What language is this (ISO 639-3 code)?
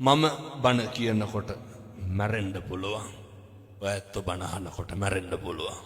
sin